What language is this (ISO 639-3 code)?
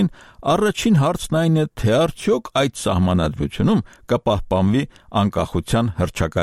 hye